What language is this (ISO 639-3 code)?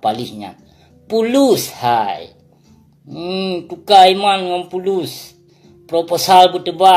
ace